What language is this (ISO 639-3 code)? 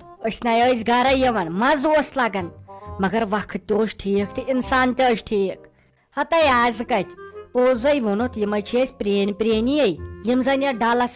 kas